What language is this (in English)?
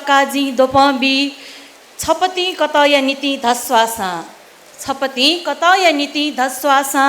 Newari